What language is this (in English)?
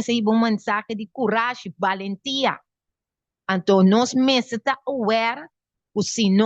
Papiamento